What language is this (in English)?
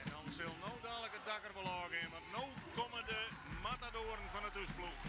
Western Frisian